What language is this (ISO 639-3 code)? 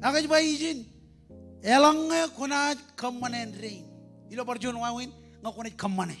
mah